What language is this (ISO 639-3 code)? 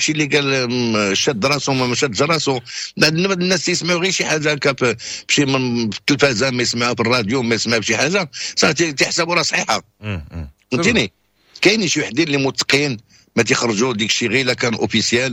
ary